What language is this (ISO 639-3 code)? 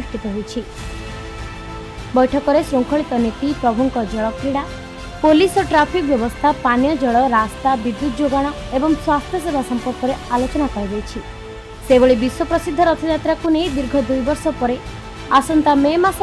ori